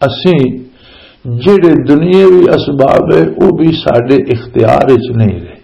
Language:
Western Panjabi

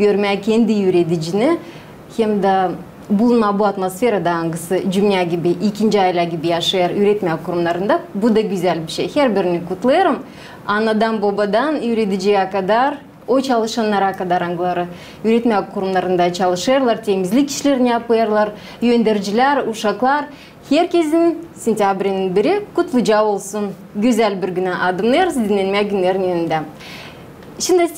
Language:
Gagauz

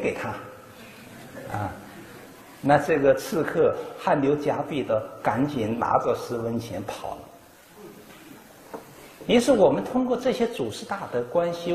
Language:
Chinese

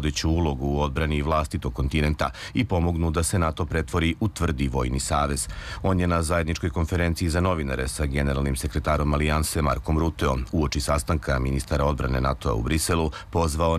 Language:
Serbian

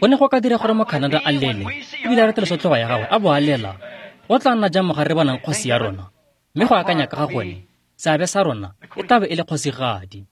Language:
Tswana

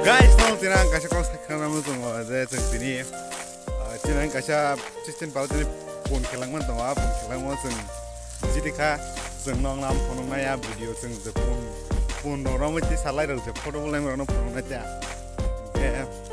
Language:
Kok Borok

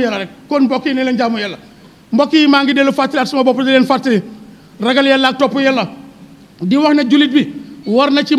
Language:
Wolof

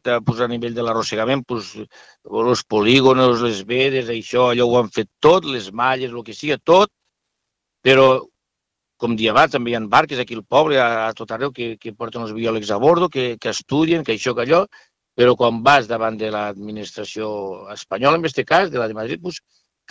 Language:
Catalan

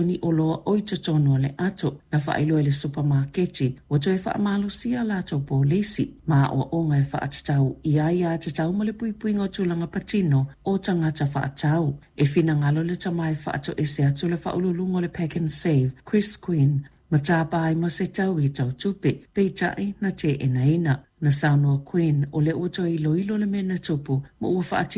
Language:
Samoan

